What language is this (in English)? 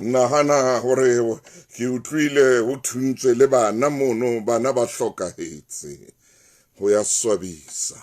Southern Sotho